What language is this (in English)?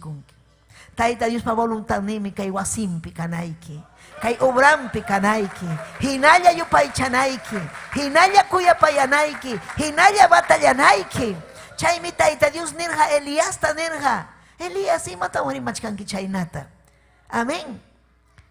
Ayacucho Quechua